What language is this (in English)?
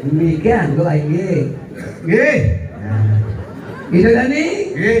Balinese